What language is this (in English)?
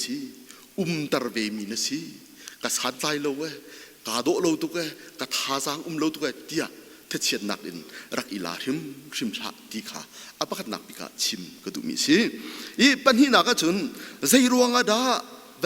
Hakha Chin